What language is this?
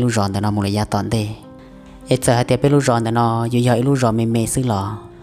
Hmong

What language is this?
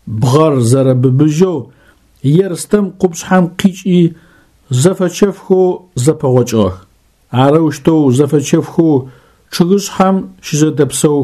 Adyghe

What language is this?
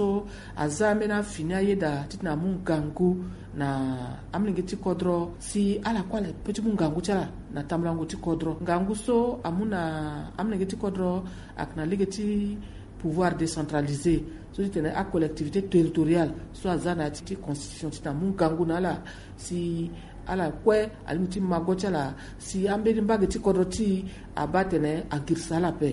Sango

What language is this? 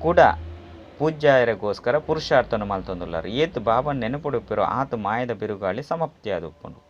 Tulu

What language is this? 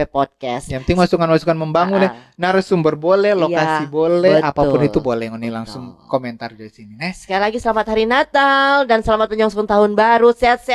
Manado Malay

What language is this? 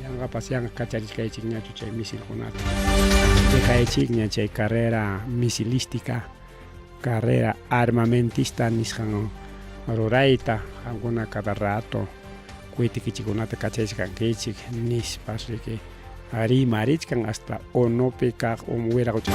Ayacucho Quechua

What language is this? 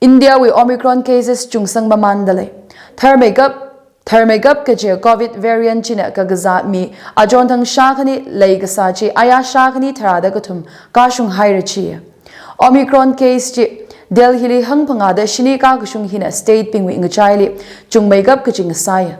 Tangkhul Naga (India)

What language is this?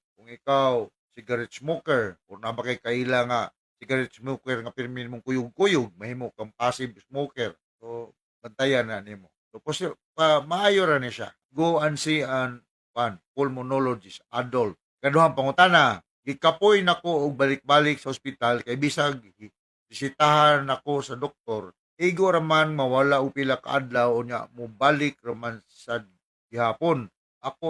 Cebuano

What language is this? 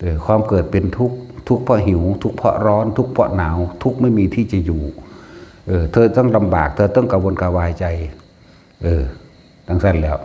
Northeastern Thai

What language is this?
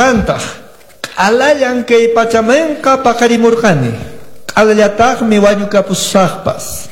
Quechua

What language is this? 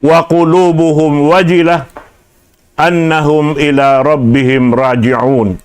Tausug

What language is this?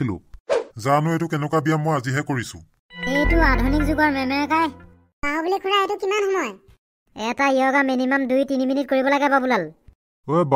Assamese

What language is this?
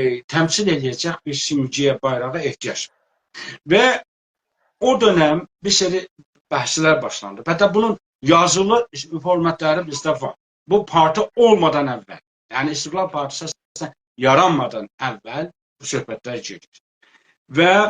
South Azerbaijani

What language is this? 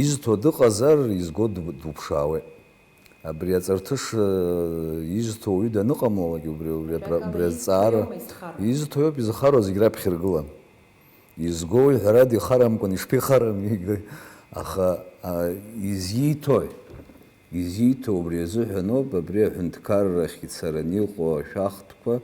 Abkhazian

